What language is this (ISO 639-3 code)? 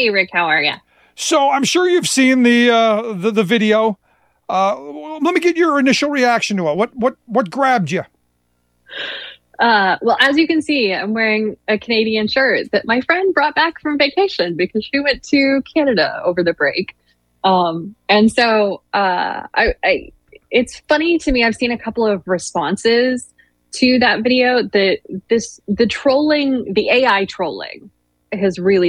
eng